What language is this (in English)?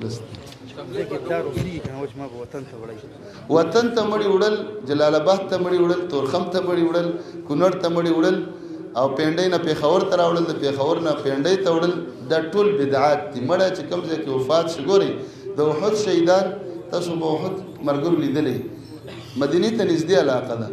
Pashto